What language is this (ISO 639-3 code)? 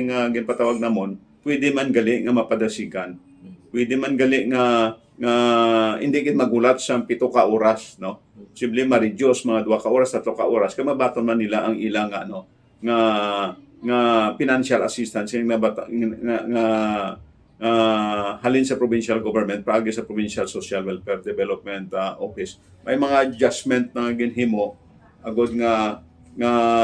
hil